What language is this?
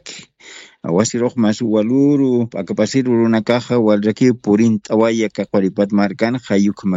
Aymara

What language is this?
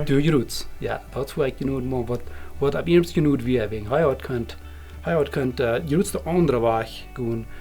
Plautdietsch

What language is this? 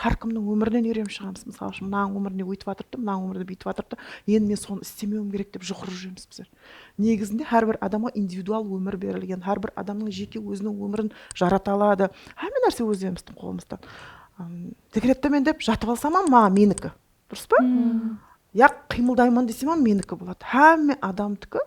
Kara-Kalpak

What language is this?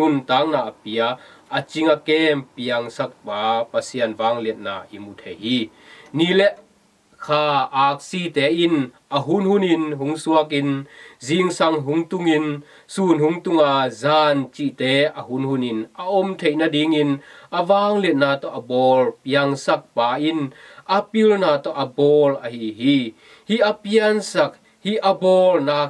Tedim Chin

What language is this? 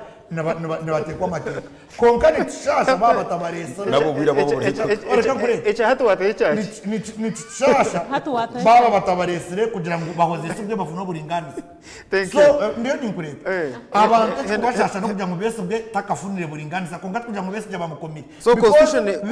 Nyankole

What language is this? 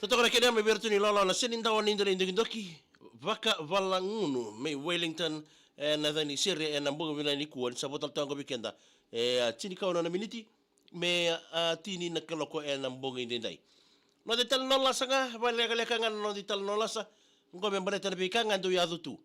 Fijian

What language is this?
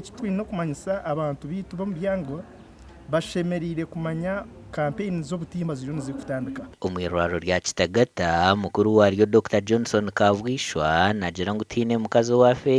Nyankole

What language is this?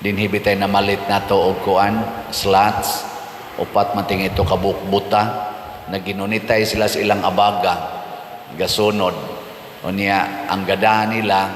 Cebuano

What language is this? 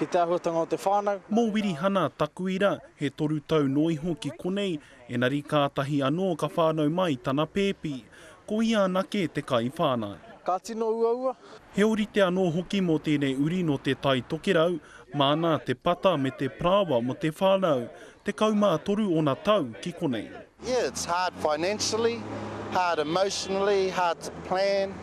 Māori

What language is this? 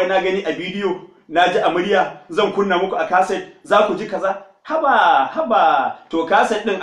Hausa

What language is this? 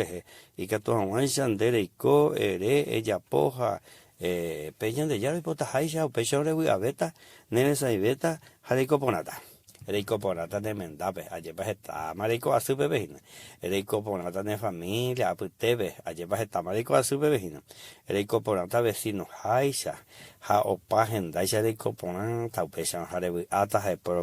Guarani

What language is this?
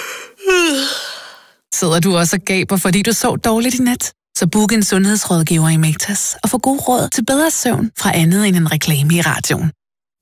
Danish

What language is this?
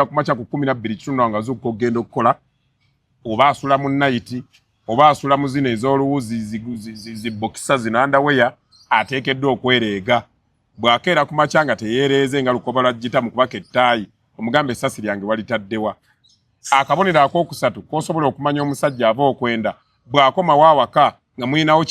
Ganda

